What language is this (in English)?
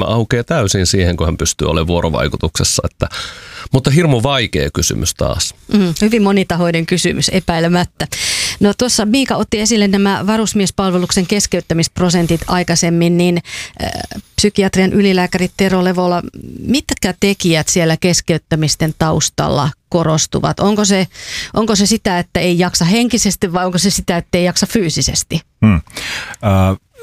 Finnish